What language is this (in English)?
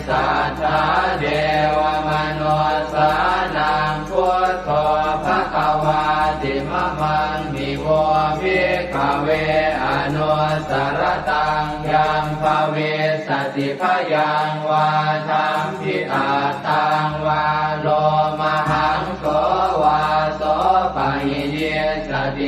Pali